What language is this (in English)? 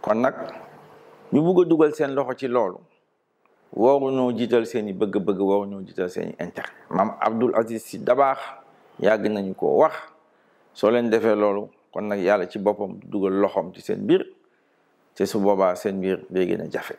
Wolof